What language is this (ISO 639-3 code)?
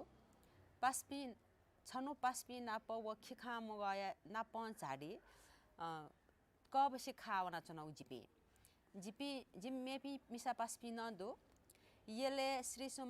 new